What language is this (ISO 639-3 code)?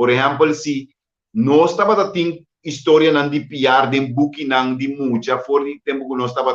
pap